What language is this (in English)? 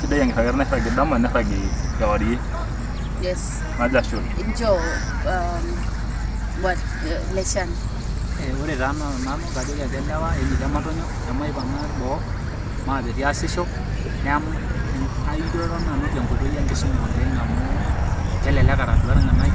Masai